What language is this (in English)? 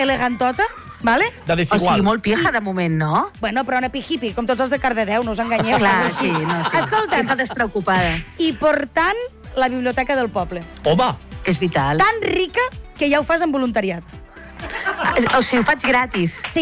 Catalan